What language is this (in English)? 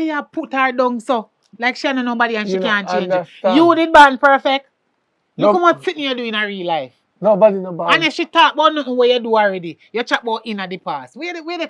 Jamaican Creole English